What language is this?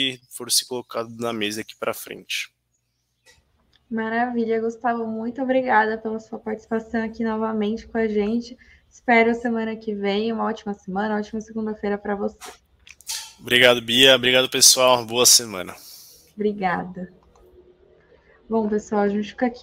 Portuguese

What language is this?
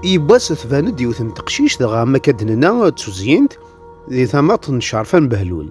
Kabyle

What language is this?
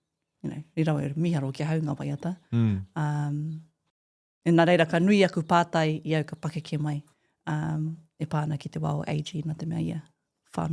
Māori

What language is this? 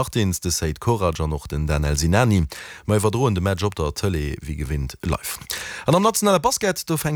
Luxembourgish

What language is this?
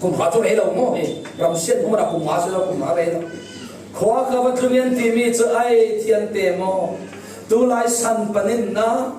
Falam Chin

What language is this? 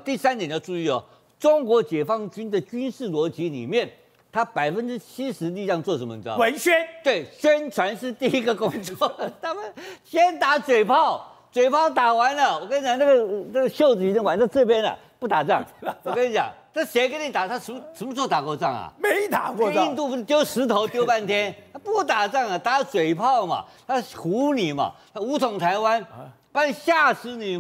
Chinese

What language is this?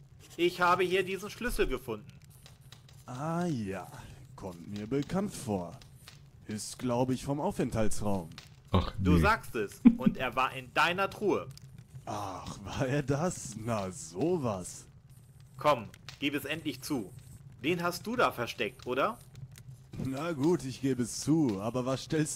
German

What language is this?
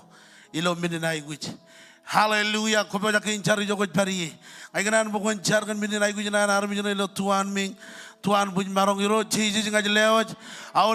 Marshallese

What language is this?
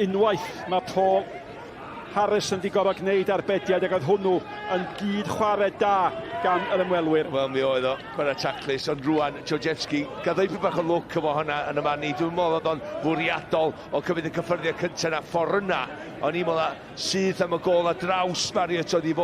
Welsh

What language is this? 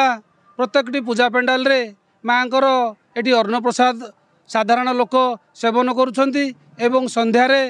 Odia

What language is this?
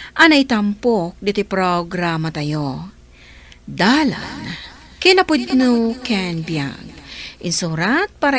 Iloko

